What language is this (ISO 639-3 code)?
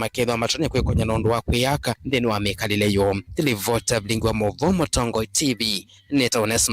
kam